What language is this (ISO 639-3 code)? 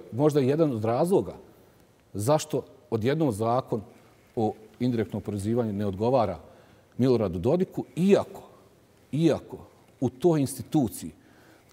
bos